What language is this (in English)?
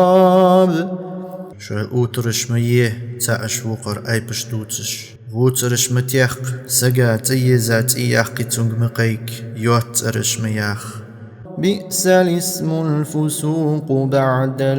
Ingush